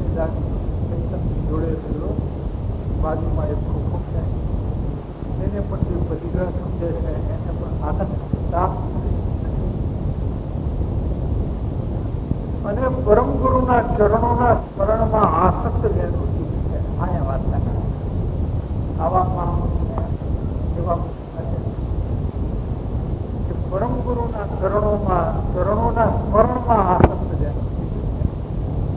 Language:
Gujarati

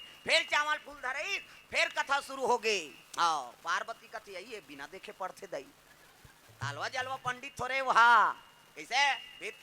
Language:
Chhattisgarhi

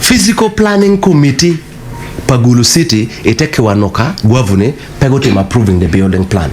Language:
Acoli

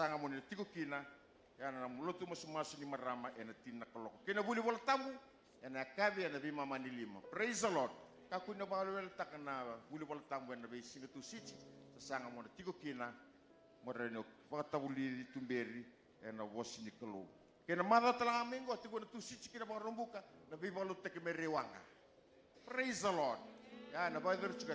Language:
Fijian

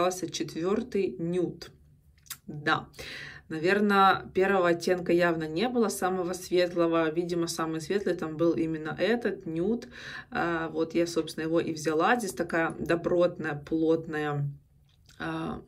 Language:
Russian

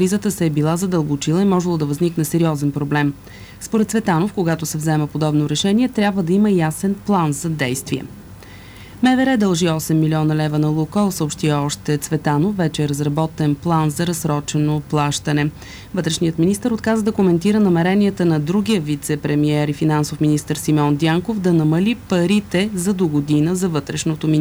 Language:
Bulgarian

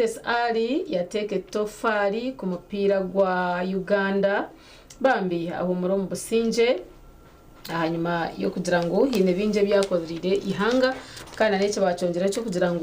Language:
Nyankole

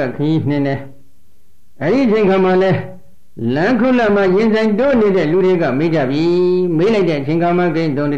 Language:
Burmese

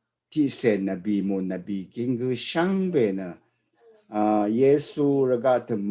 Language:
Rawang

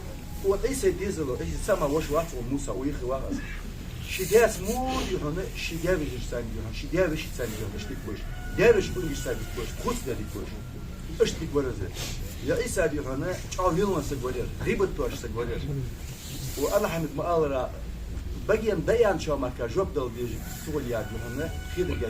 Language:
Ingush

